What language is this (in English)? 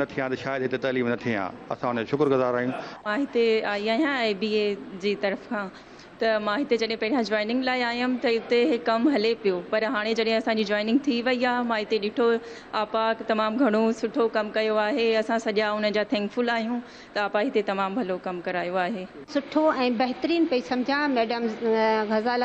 Sindhi